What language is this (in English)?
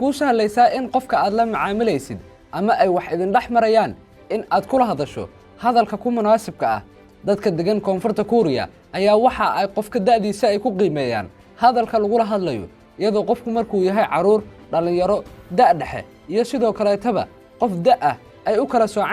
Somali